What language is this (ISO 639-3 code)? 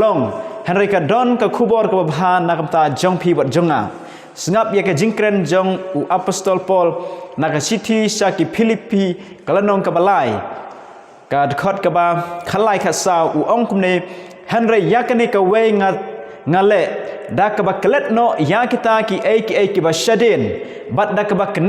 kha